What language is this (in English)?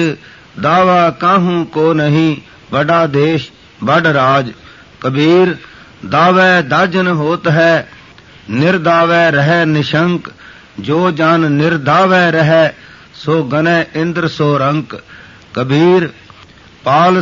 Punjabi